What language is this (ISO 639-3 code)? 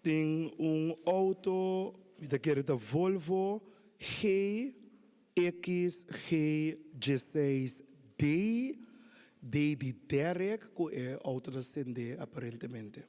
pap